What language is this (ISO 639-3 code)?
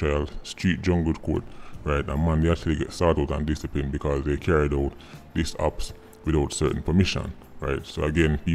jam